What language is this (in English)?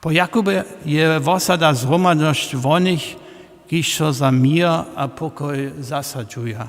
Upper Sorbian